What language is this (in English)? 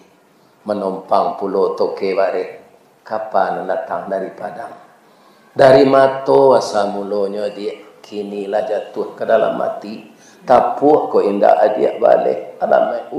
Minangkabau